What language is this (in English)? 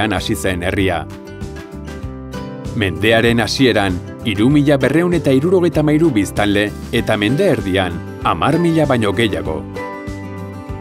Basque